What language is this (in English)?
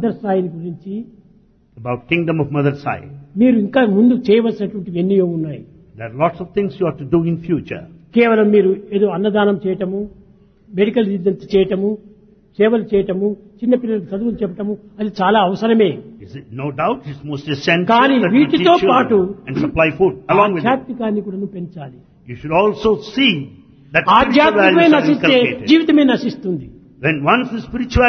Telugu